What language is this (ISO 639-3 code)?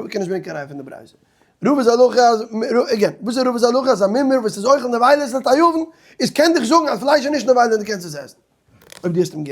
yid